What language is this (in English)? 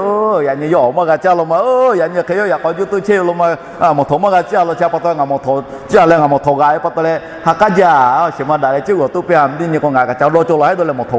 Lahu